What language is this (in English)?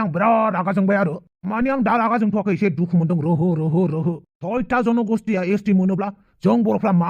Bodo